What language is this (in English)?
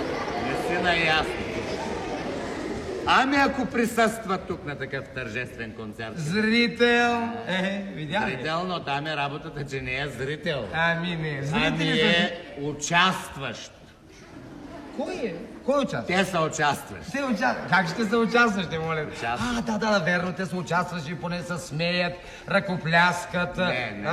Bulgarian